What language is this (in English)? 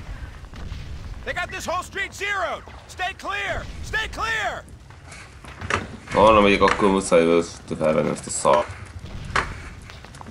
Hungarian